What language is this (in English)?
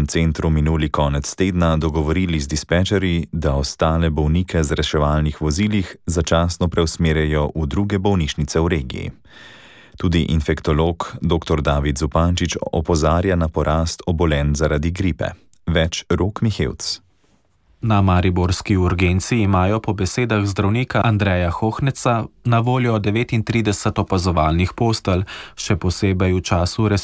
Slovenian